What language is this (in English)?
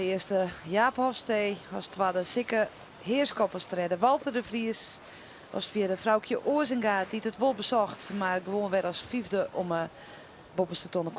Western Frisian